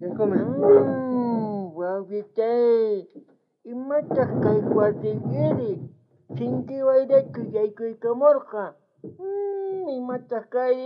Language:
South Bolivian Quechua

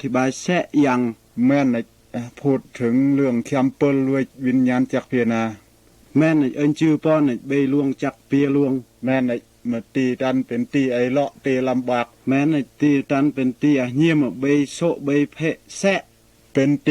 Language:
Mal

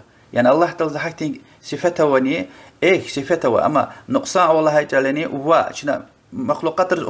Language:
Lezghian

